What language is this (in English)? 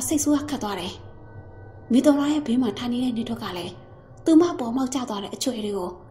Burmese